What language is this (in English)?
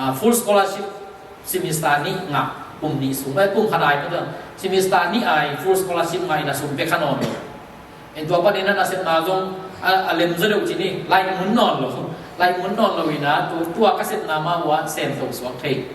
Tedim Chin